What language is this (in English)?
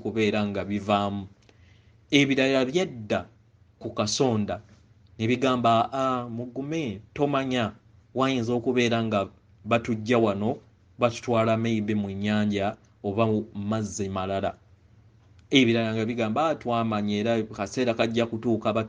Ganda